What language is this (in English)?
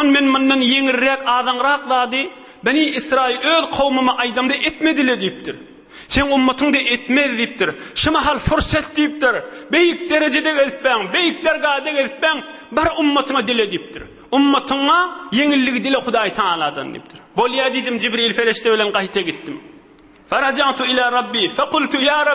Turkmen